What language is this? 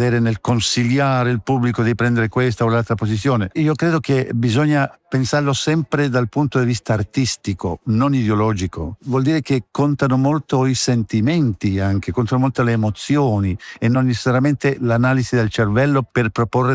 Italian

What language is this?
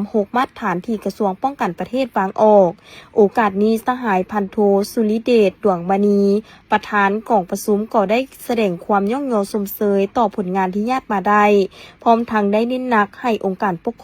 Lao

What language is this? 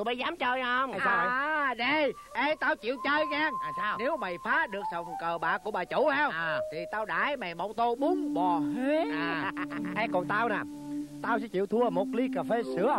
Vietnamese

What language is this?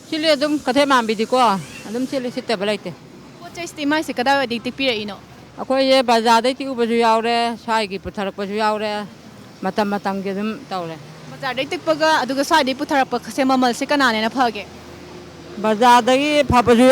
Manipuri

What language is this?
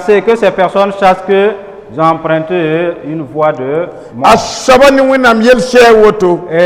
Mossi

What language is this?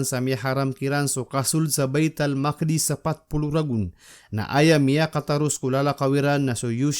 Maranao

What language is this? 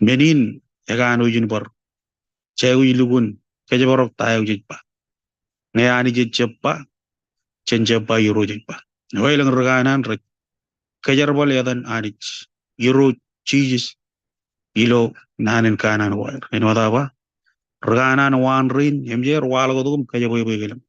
Marshallese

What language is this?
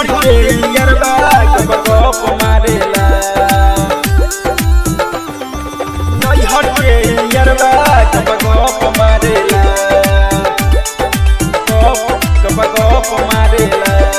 Bhojpuri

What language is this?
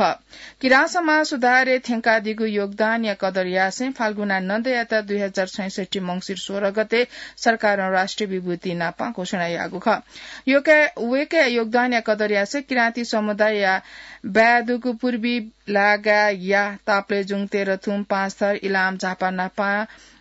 Newari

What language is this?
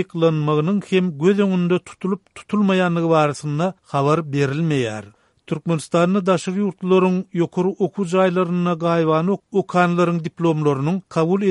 Turkmen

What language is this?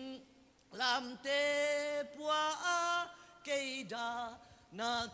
Tedim Chin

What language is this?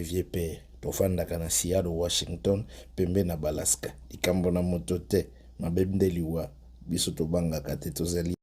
Lingala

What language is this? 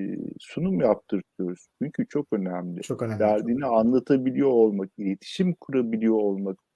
Turkish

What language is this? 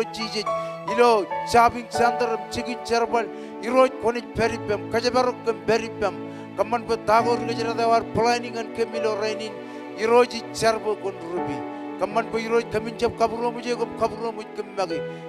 Marshallese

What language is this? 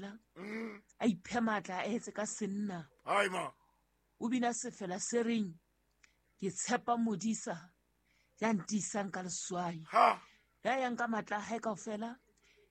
Southern Sotho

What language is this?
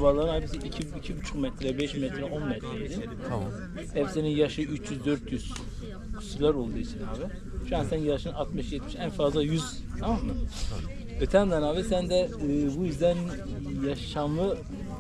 Turkish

